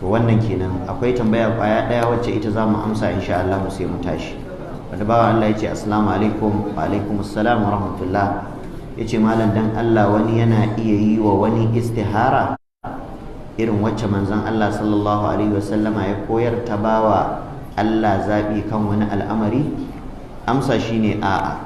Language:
Hausa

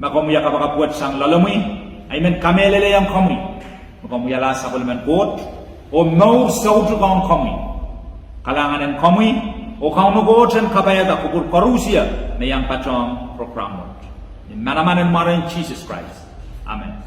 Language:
Pohnpeian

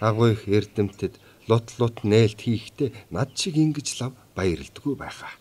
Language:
Mongolian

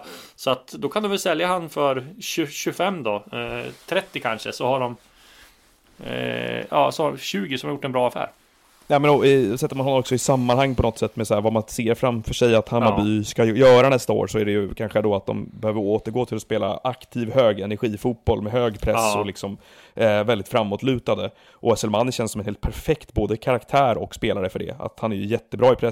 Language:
Swedish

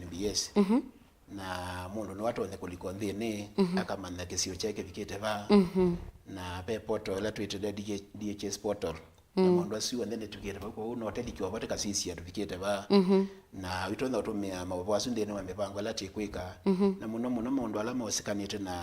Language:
Kamba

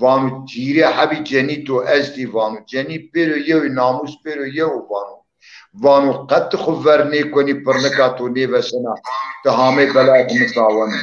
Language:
Zaza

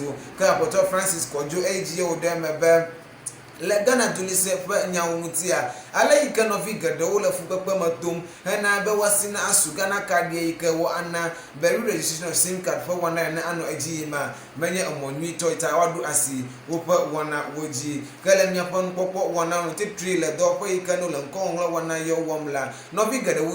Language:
Ewe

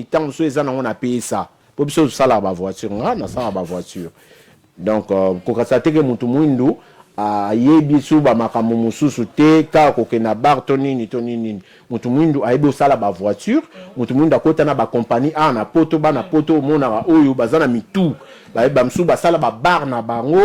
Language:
Lingala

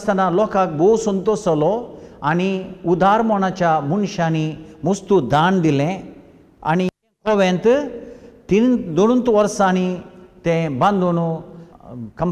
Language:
Konkani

